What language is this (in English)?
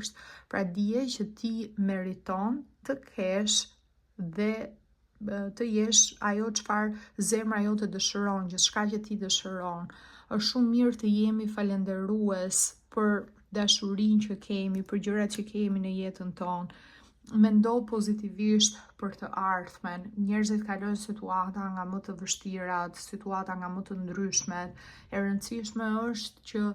Albanian